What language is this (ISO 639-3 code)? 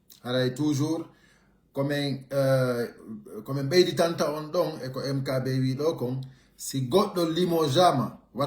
fuf